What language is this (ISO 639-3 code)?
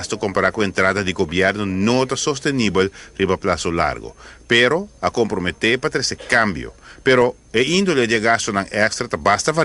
pap